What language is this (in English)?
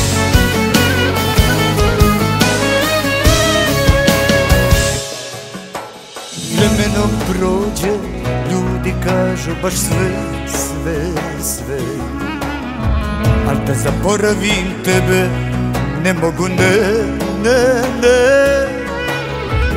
Croatian